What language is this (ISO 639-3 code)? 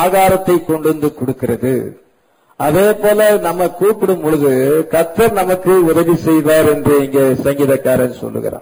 tam